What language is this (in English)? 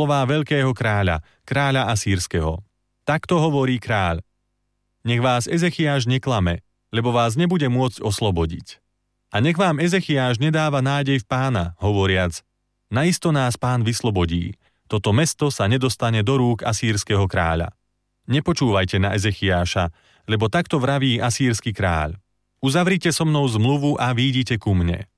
Slovak